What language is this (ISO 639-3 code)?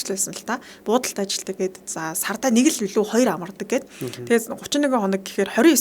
mon